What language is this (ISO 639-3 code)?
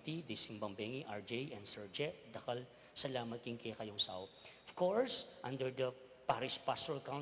pam